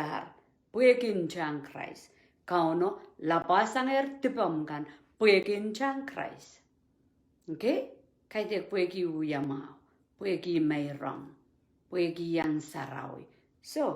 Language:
Pohnpeian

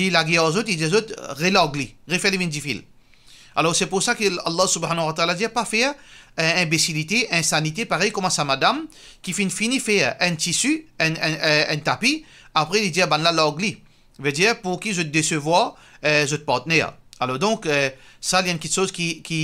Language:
Morisyen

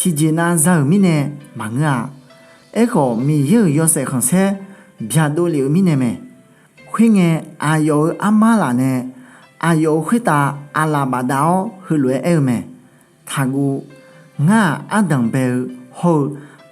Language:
Akha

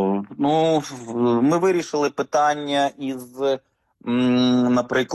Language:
Ukrainian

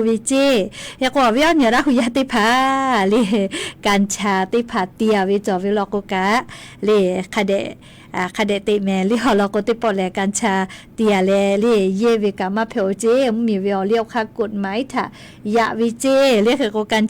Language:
Lahu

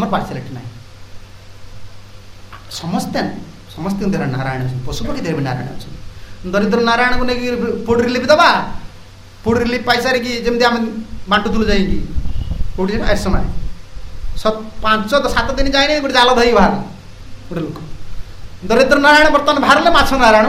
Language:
Odia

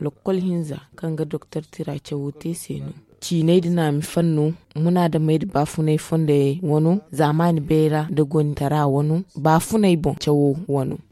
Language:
Zarma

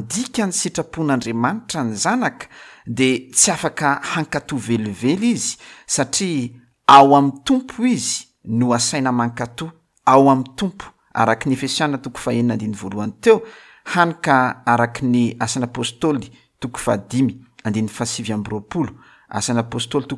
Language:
Malagasy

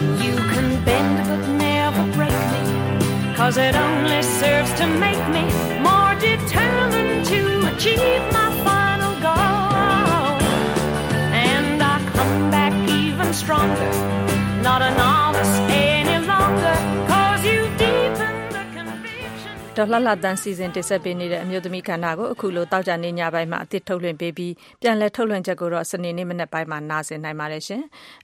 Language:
Burmese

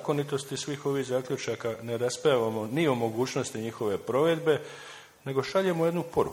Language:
Croatian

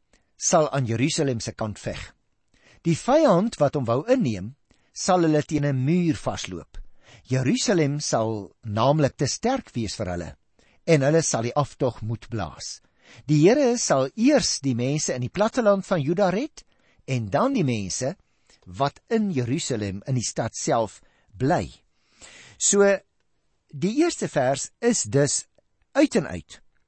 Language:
Afrikaans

